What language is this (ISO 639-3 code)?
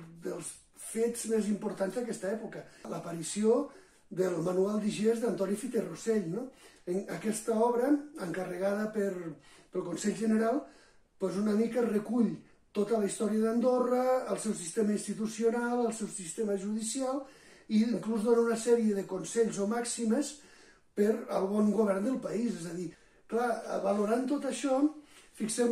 cat